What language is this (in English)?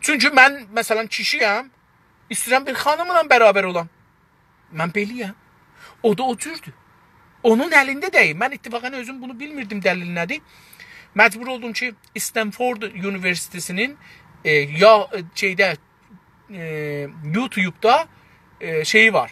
South Azerbaijani